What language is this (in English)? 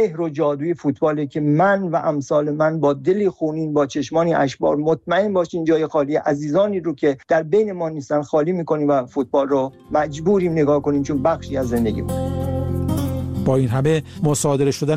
Persian